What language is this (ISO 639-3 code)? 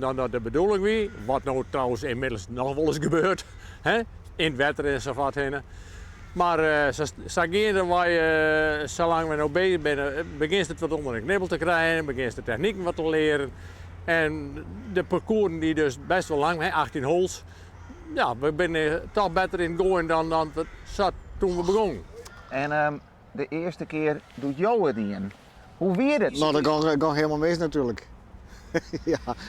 fry